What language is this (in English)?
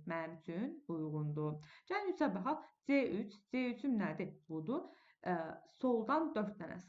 Azerbaijani